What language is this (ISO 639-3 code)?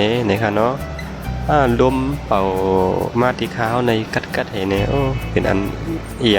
shn